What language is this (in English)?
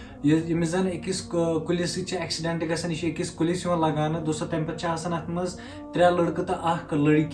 Kashmiri